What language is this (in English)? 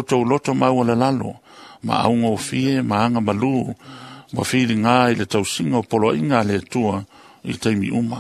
Samoan